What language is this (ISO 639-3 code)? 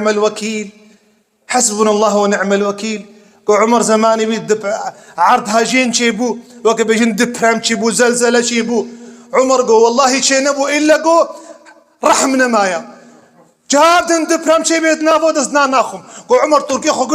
kur